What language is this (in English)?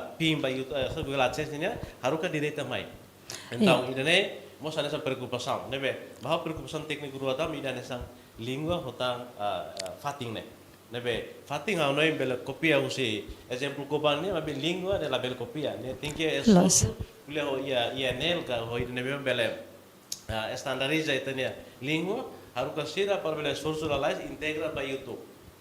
Tetum